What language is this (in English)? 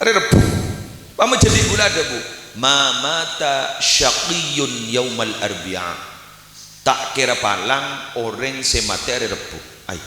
Madurese